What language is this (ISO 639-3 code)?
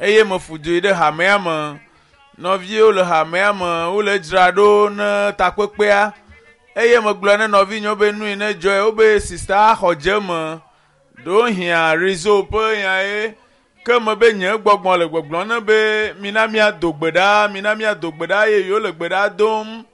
ewe